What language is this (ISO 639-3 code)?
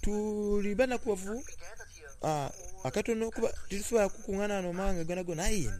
xog